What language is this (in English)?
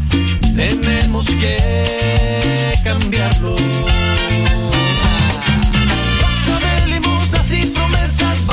Spanish